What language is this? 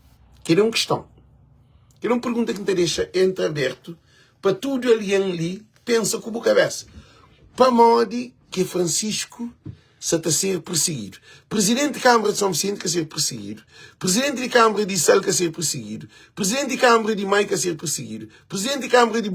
Kabuverdianu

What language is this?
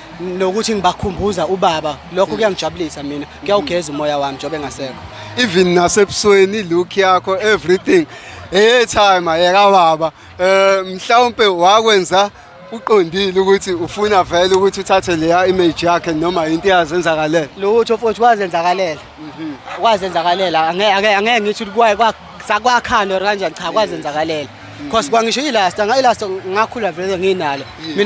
Zulu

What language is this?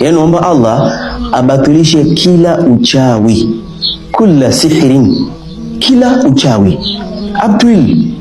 Swahili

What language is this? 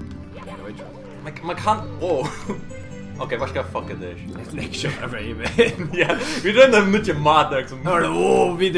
Faroese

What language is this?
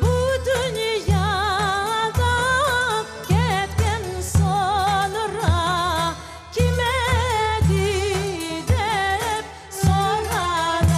Crimean Tatar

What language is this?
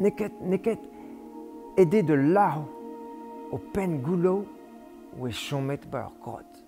Breton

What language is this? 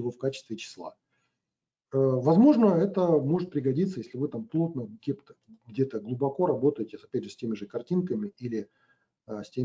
Russian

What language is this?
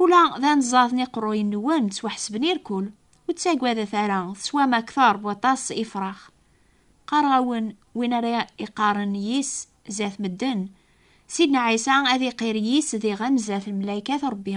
Kabyle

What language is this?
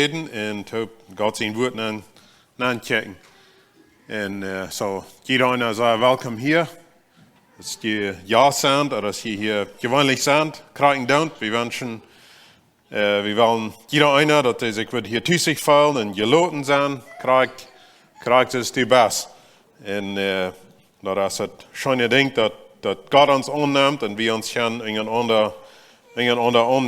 Plautdietsch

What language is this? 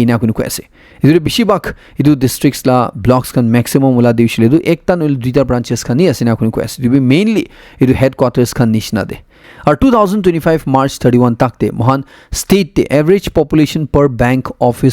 Naga Pidgin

